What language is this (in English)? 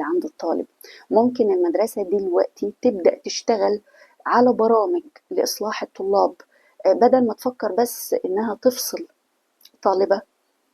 Egyptian Arabic